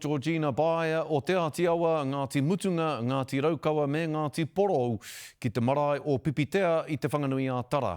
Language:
Māori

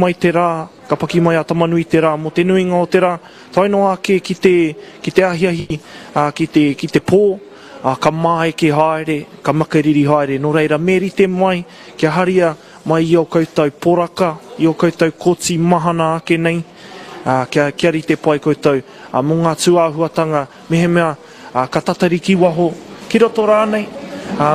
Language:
Māori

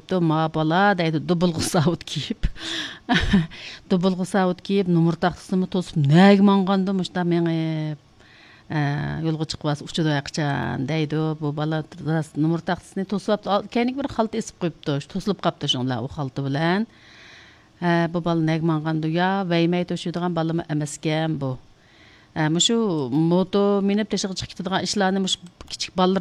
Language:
Uyghur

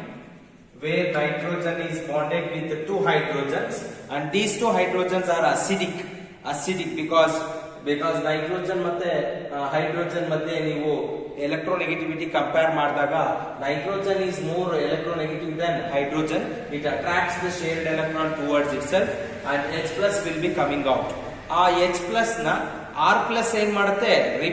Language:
Kannada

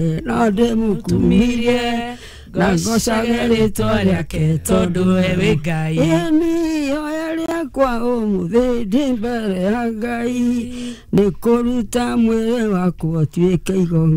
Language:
Kikuyu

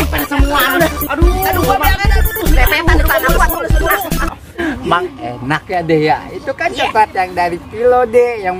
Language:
Betawi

